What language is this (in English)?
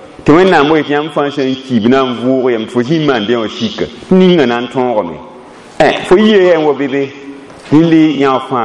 Mossi